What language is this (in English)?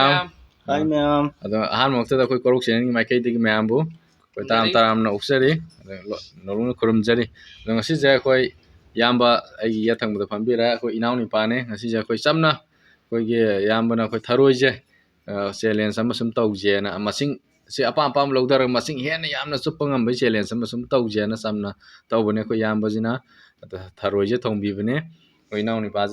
Manipuri